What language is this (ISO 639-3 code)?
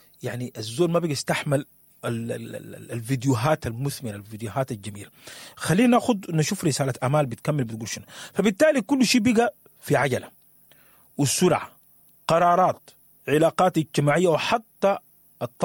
apd